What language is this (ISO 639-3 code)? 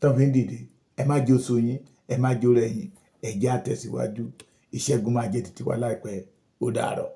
yor